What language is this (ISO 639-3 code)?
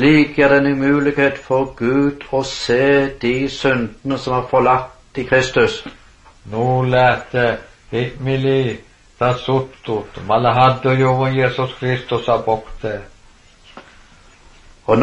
nor